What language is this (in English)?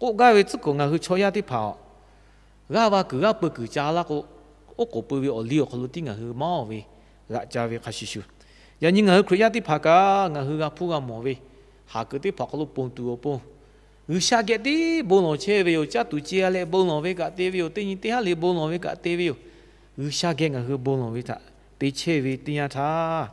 Lahu